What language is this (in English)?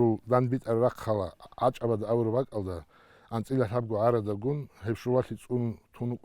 Avaric